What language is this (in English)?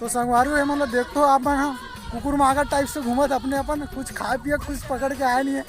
Chhattisgarhi